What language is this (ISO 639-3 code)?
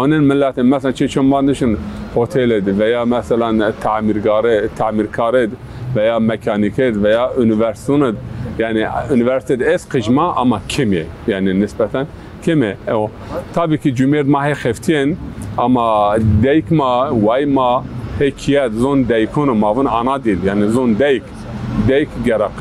zza